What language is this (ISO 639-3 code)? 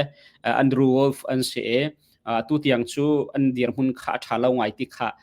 cnh